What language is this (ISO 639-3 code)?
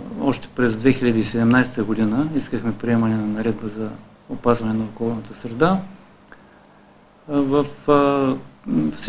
bul